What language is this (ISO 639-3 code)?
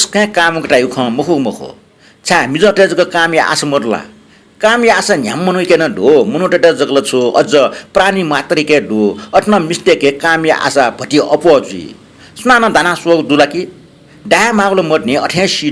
new